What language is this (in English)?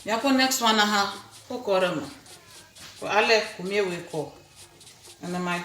Ewe